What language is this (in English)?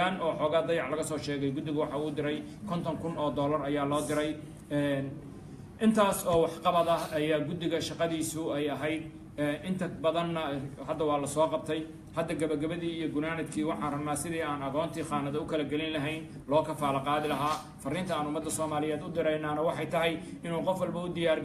Somali